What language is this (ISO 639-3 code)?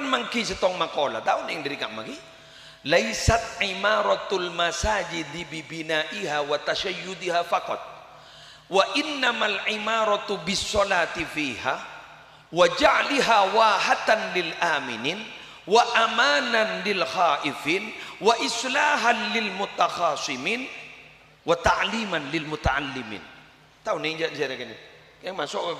mad